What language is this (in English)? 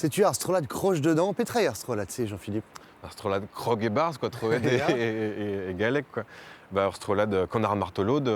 Breton